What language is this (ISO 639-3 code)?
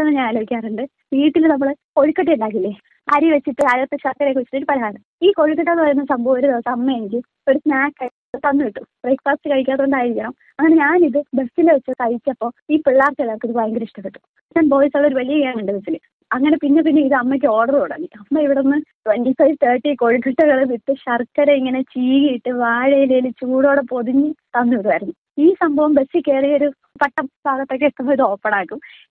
mal